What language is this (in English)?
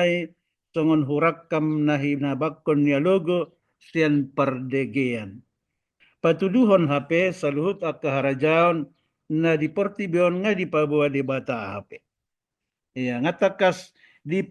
Batak Toba